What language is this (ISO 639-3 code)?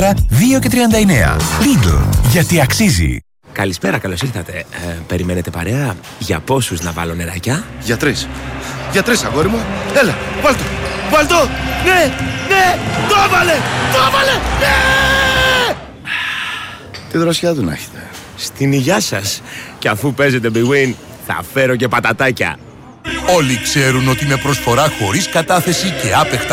ell